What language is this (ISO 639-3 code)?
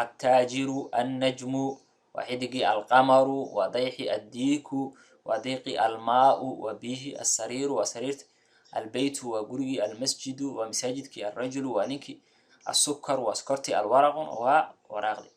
som